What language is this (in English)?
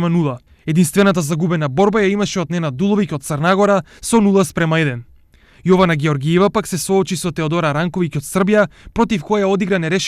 Macedonian